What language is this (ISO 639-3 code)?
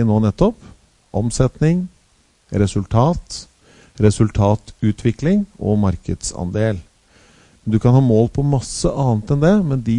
nor